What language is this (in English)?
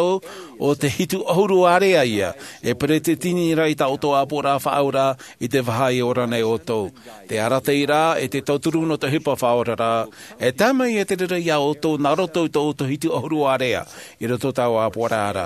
Tahitian